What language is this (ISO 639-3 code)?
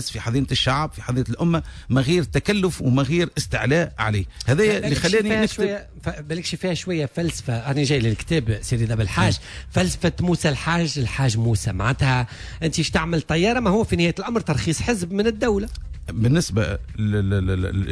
aeb